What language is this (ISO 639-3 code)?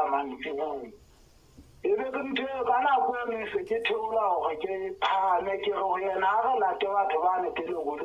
sot